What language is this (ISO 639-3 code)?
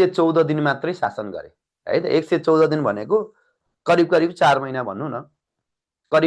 nep